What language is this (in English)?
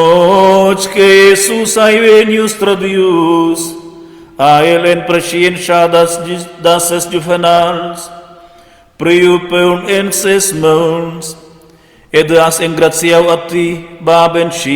Romansh